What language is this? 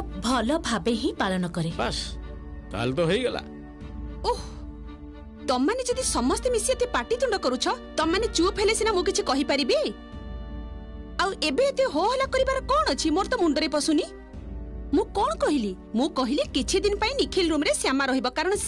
Odia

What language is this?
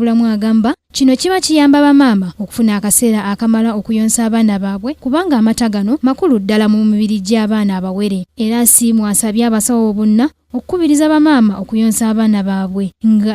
Ganda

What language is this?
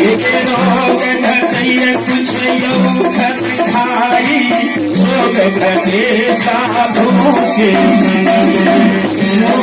Maithili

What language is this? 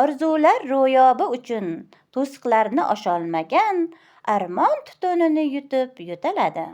Uzbek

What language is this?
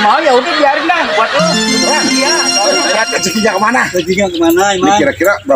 Betawi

